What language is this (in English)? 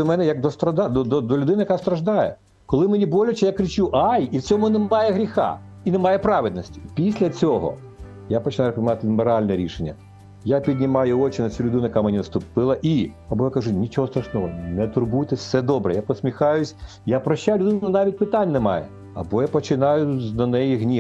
Ukrainian